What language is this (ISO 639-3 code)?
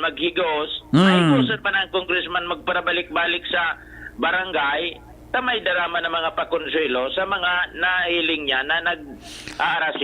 bik